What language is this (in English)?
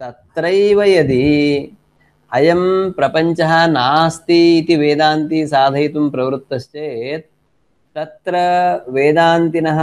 Sanskrit